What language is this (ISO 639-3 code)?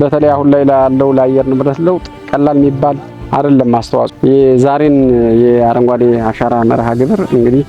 amh